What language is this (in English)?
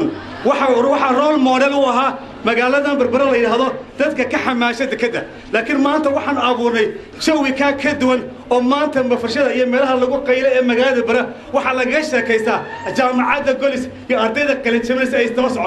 Somali